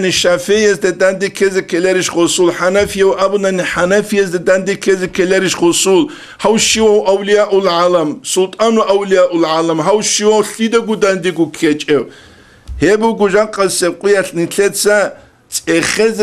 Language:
Avaric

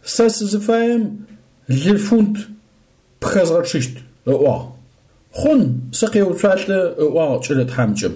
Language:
Adyghe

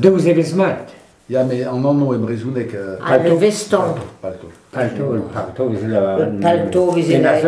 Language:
Breton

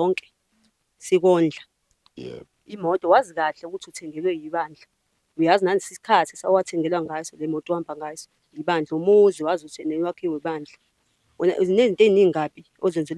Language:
Zulu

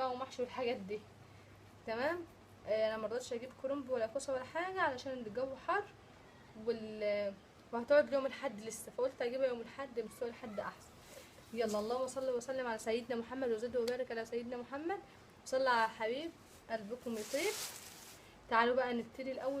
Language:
Egyptian Arabic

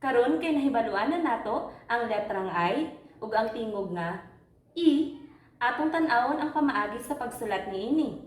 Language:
Cebuano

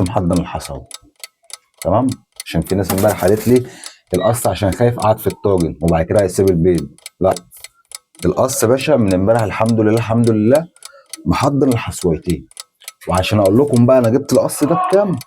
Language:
Egyptian Arabic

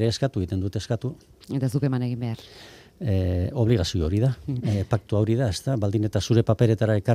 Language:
Basque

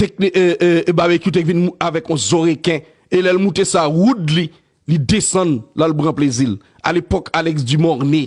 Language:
Haitian Creole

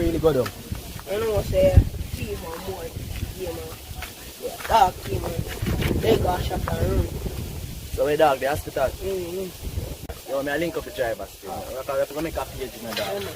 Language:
Jamaican Creole English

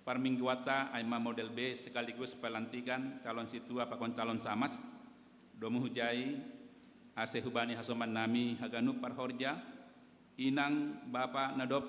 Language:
Batak Simalungun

